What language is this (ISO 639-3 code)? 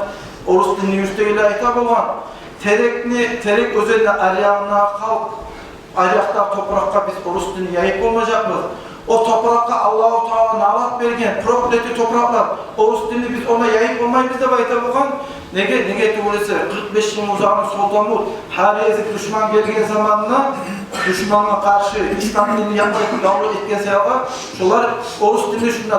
kum